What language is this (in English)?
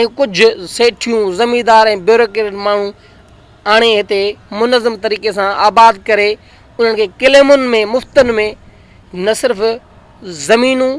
Sindhi